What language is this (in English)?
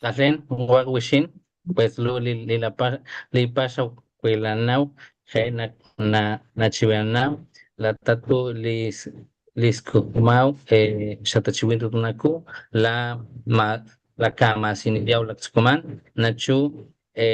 Papantla Totonac